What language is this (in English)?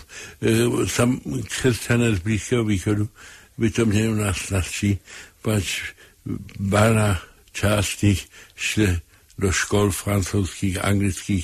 Czech